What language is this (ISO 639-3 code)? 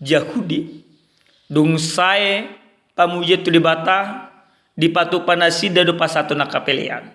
bbc